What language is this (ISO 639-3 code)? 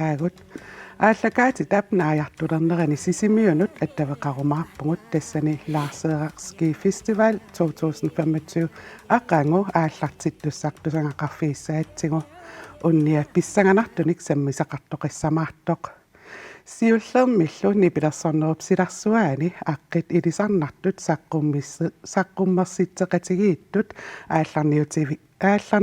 kal